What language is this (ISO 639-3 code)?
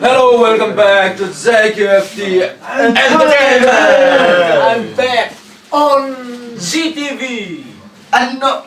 hmr